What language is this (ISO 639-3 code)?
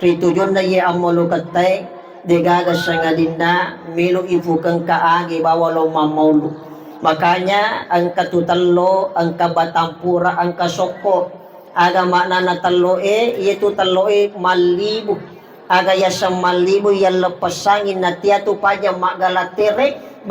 bug